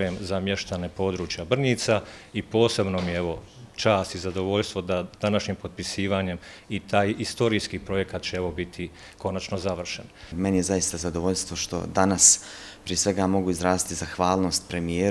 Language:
Bosnian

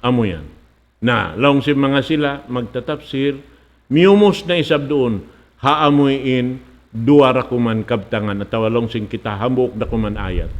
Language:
Tausug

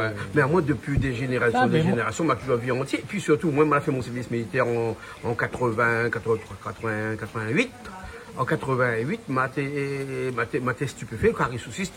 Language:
Réunion Creole French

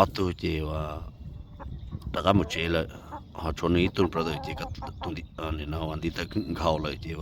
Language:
Hmong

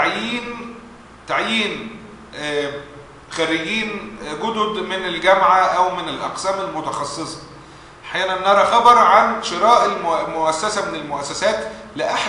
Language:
Arabic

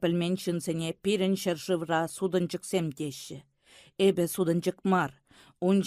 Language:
Chuvash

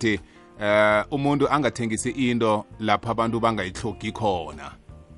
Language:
South Ndebele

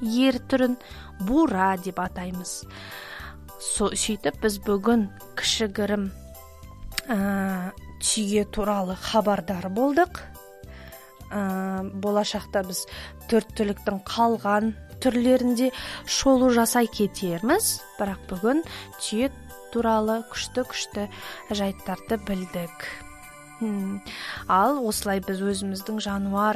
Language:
Kazakh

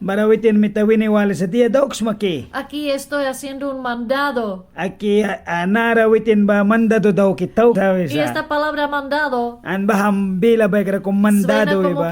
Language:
Mískito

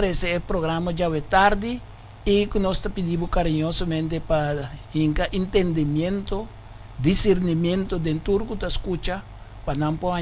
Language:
Papiamento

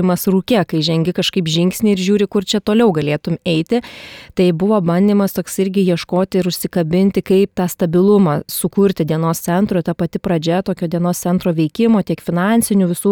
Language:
Lithuanian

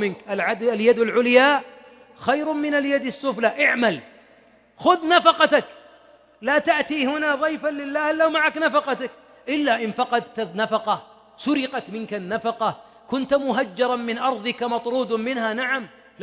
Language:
Arabic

